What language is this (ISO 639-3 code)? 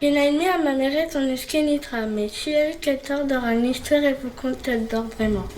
bre